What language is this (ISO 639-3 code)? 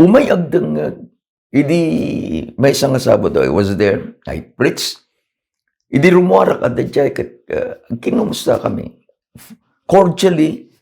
ilo